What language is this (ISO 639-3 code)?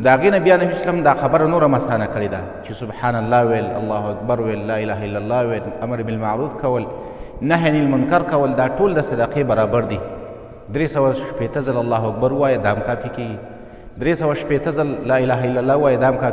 pus